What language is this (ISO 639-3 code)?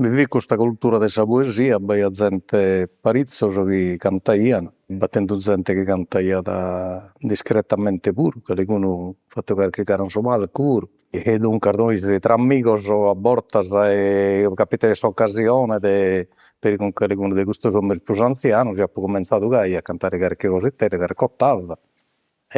srd